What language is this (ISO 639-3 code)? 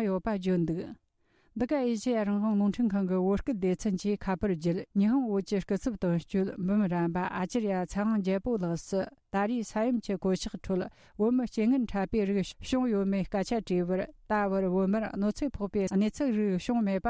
bod